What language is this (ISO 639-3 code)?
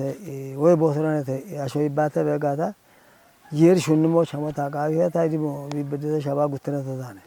kbr